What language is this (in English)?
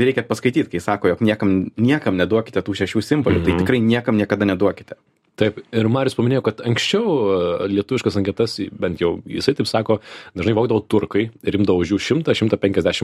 Lithuanian